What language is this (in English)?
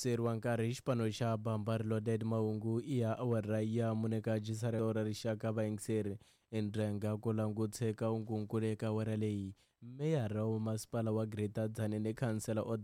Tsonga